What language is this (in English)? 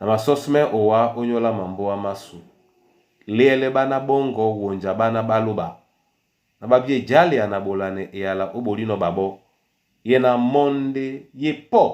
Duala